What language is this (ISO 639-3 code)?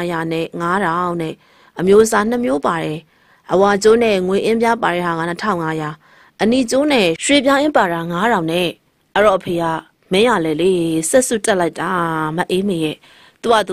mya